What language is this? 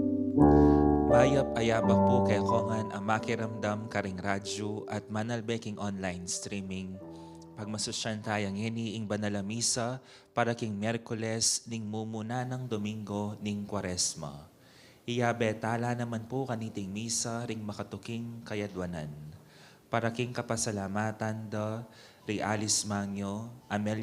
Pampanga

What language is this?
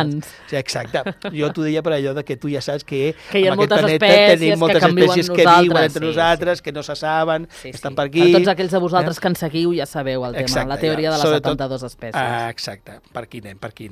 Catalan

